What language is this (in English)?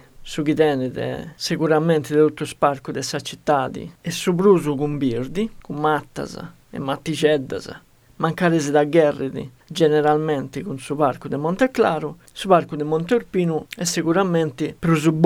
Sardinian